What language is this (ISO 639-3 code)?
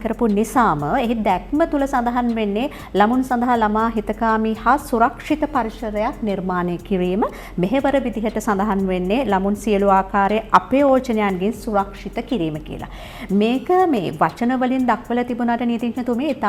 sin